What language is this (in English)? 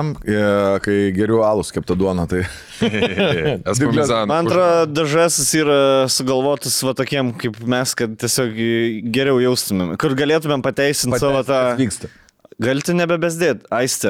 Lithuanian